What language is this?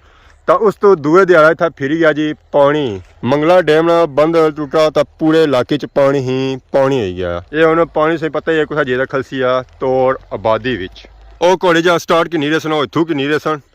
Pahari-Potwari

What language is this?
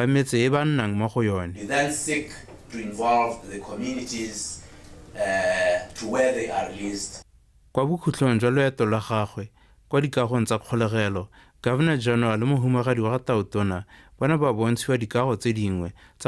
Tswana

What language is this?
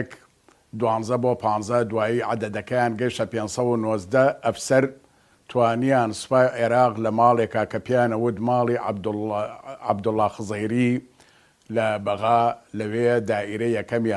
Central Kurdish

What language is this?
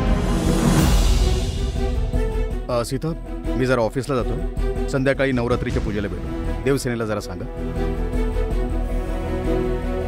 Marathi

